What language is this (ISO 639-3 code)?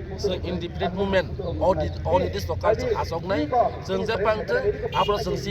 ria